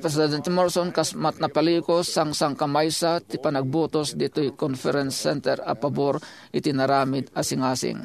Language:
Iloko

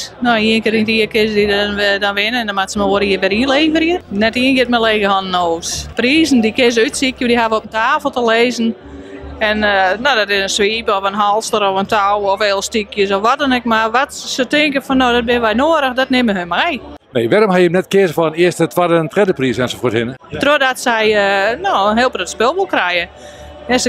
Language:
Western Frisian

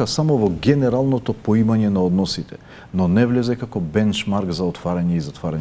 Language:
Macedonian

